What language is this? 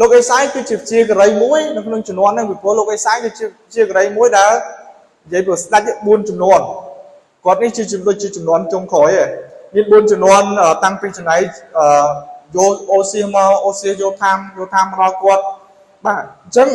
Khmer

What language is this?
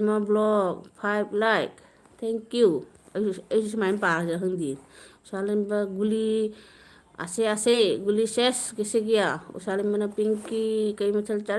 Manipuri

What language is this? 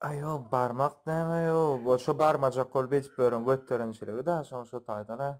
Turkmen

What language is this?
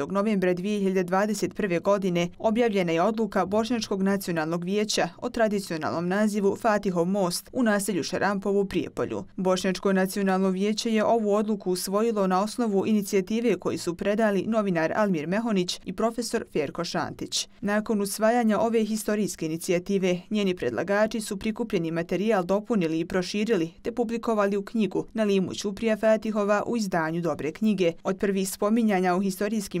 Bosnian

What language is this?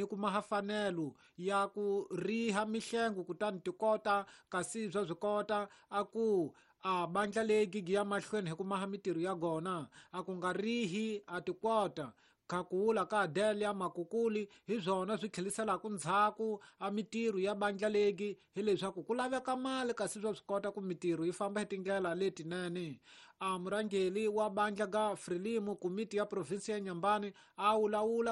Tsonga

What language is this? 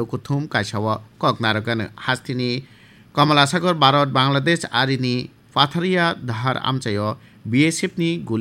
Kok Borok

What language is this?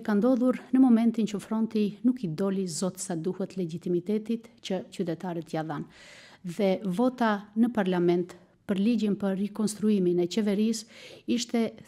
Albanian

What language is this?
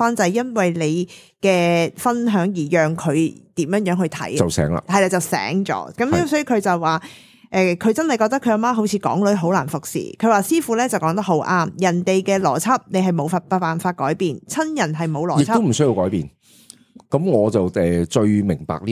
Cantonese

